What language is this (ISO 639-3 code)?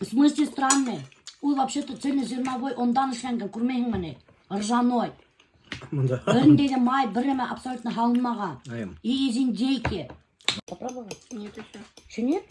bak